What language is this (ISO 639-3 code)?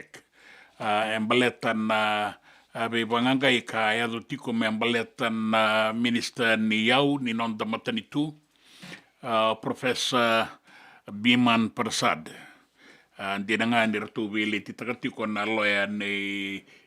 fij